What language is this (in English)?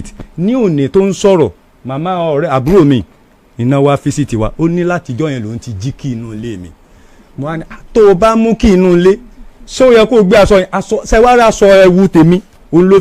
Yoruba